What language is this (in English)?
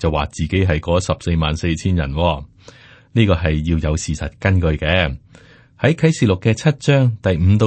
Cantonese